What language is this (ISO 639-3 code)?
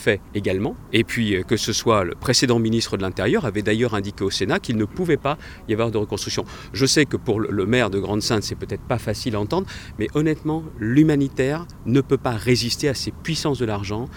fra